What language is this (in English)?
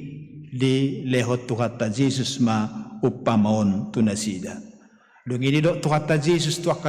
Batak Toba